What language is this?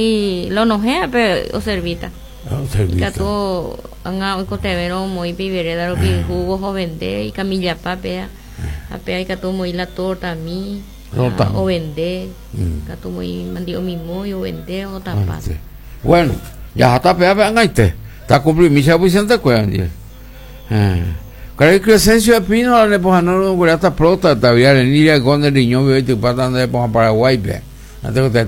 Guarani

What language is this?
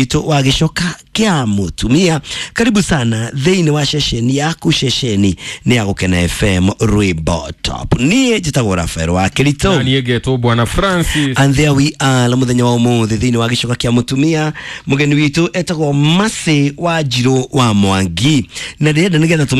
Kikuyu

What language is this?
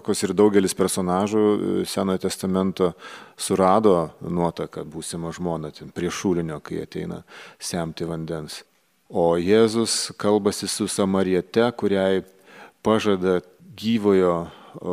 Lithuanian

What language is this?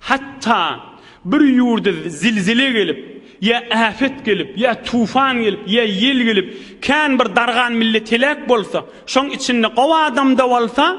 Turkmen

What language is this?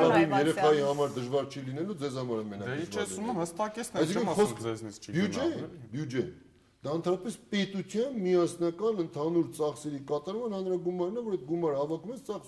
Armenian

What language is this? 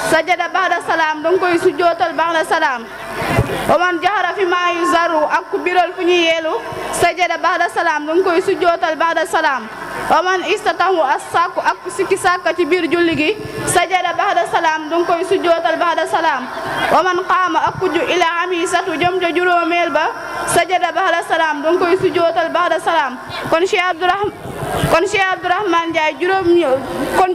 Wolof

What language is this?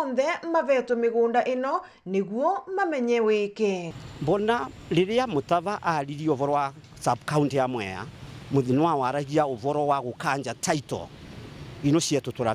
Meru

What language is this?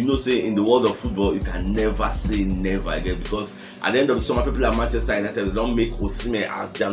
Nigerian Pidgin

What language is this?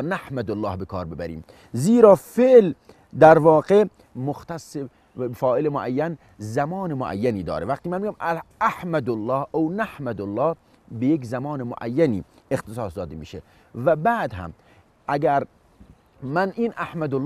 Persian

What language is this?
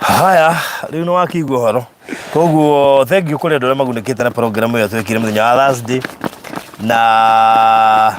Kikuyu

